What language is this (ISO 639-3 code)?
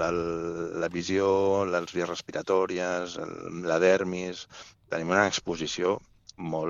cat